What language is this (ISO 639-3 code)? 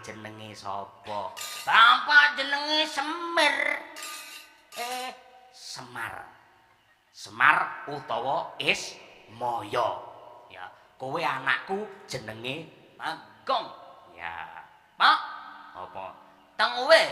jav